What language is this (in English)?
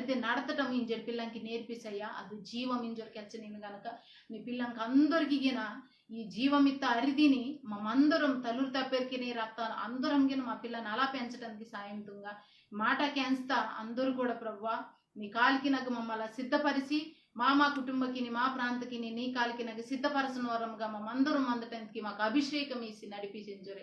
Koya